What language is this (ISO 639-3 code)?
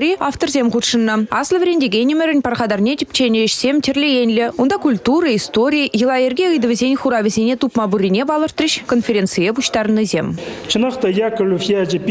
chv